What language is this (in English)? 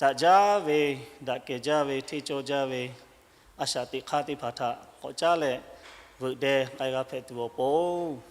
Lahu